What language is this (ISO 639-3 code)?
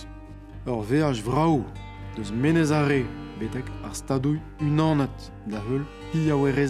bre